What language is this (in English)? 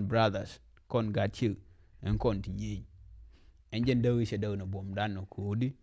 Nuer